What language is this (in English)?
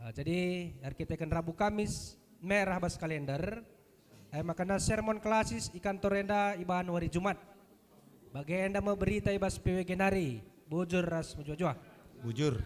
Batak Karo